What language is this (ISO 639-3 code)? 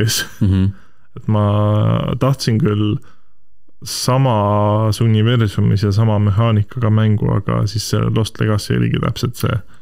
est